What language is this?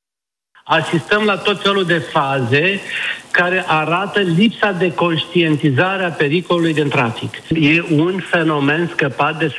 Romanian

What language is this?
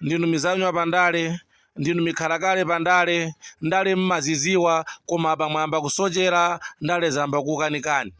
Nyanja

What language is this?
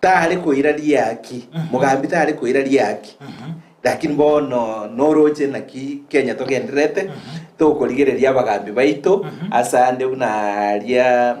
Gusii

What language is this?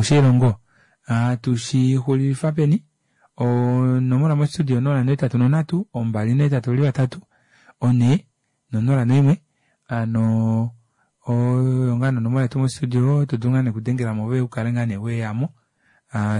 Kuanyama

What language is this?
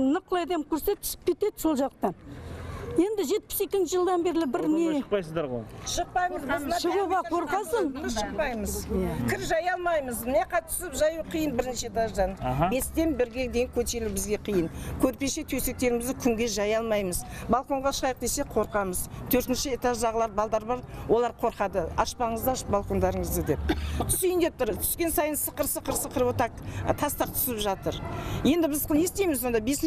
Kazakh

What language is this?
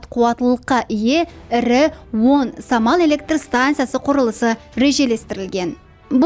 Kara-Kalpak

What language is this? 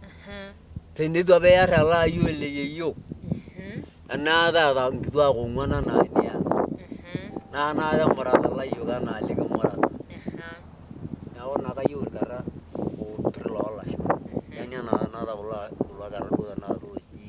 Masai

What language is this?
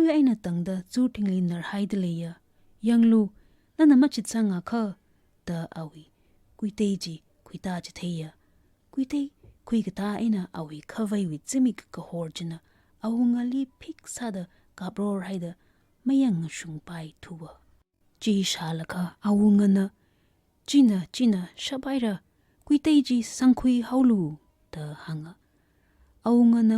Tangkhul Naga (India)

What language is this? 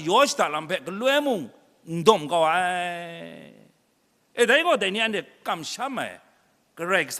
Kachin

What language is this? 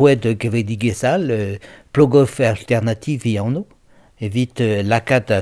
Breton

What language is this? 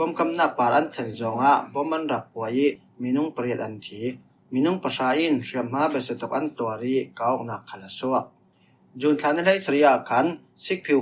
Falam Chin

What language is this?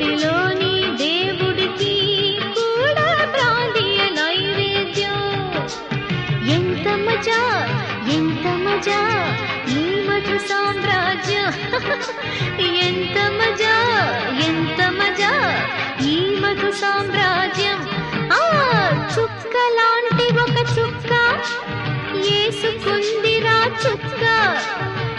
Telugu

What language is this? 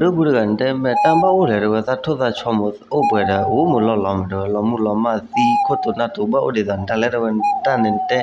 S'gaw Karen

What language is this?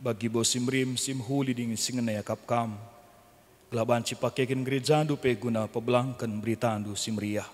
Batak Karo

